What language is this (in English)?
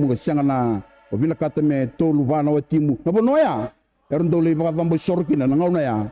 Fijian